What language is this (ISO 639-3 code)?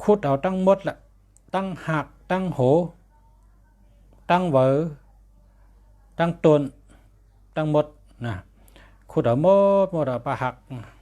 shn